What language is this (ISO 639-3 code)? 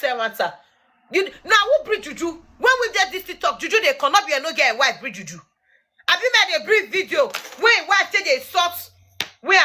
pcm